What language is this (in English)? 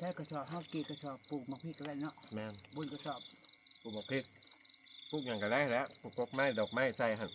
Northeastern Thai